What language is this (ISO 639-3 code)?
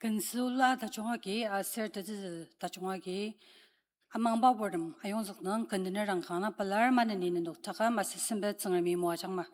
njo